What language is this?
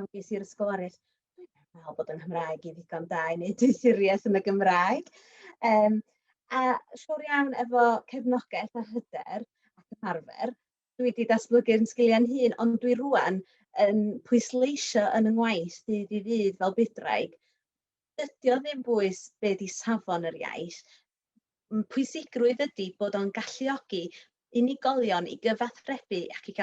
Welsh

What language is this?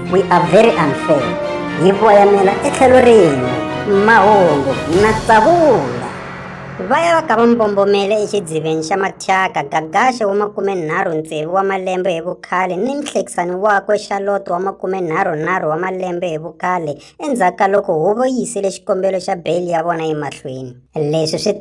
Tsonga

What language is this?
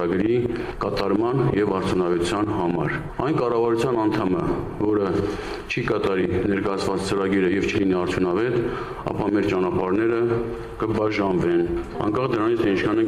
Armenian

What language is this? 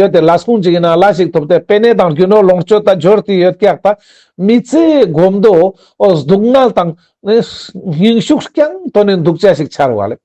Ladakhi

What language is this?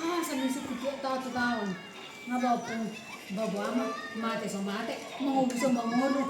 Batak Toba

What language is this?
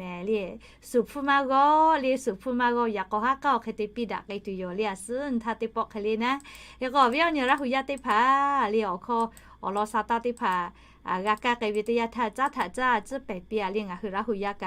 Lahu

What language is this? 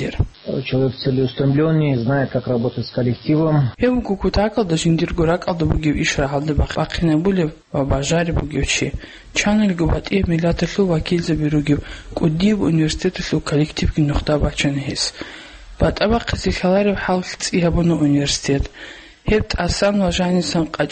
Avaric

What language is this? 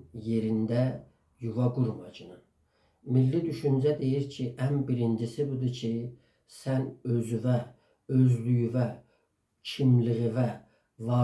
South Azerbaijani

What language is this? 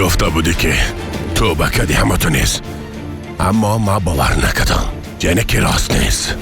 Persian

